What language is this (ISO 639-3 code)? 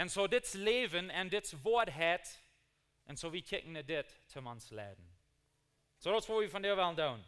pdt